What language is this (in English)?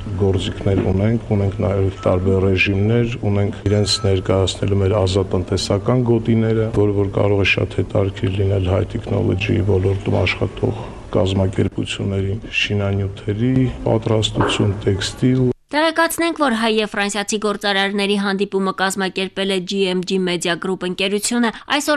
Armenian